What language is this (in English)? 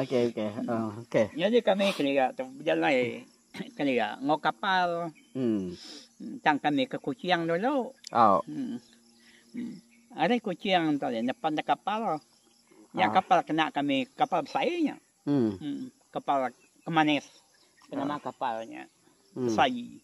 Iban